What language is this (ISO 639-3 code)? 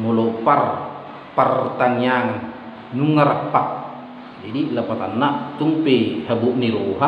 bbc